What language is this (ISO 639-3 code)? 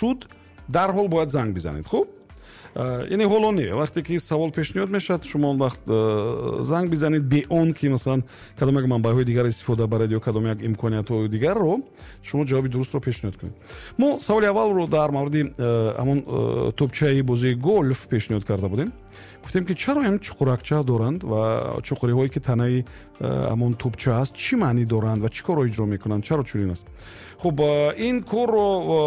tgk